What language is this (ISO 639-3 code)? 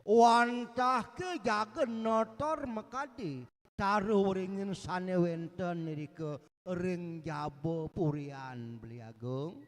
ban